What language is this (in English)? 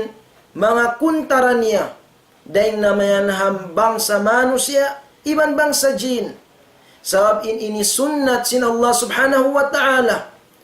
Tausug